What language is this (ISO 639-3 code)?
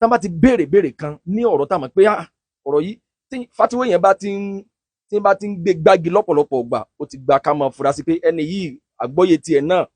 yor